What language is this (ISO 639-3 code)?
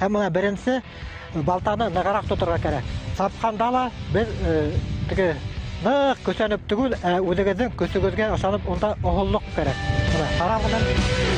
bak